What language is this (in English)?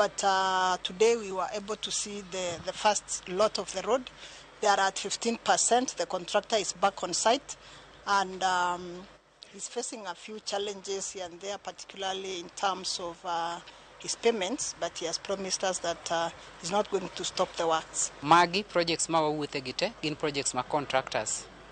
Luo (Kenya and Tanzania)